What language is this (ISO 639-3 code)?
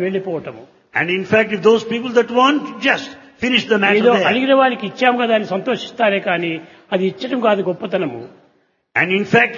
tel